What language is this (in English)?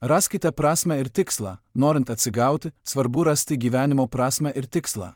Lithuanian